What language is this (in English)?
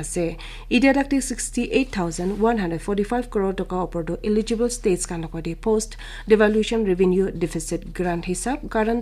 Naga Pidgin